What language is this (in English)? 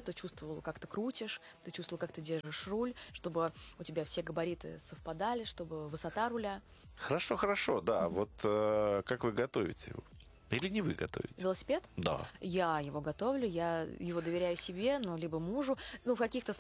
Russian